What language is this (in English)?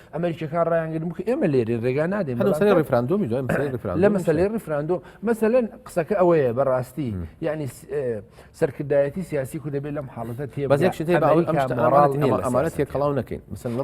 Central Kurdish